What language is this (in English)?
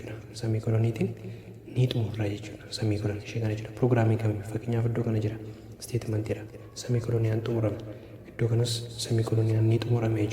Oromo